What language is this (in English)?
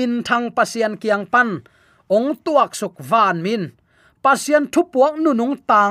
Tedim Chin